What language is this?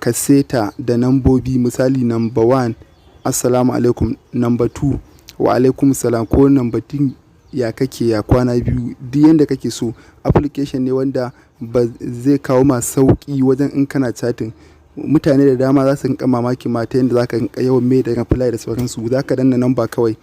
Hausa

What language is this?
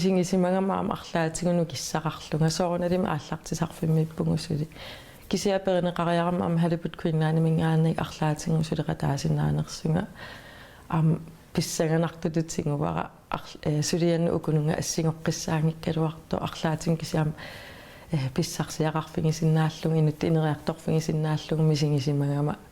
Kalaallisut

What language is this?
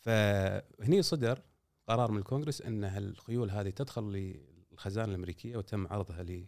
Gulf Arabic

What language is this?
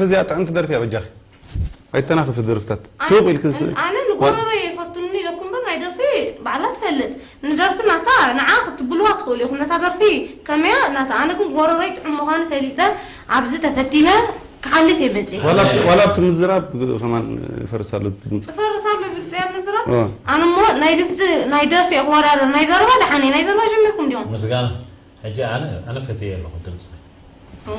Tigrinya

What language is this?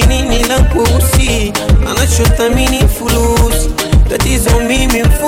Swahili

